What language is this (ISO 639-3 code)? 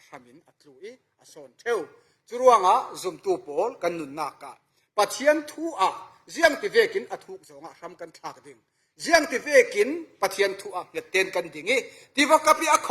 cfm